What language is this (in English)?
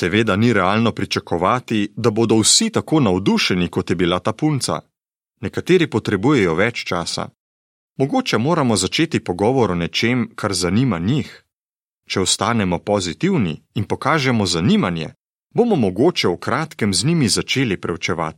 Slovenian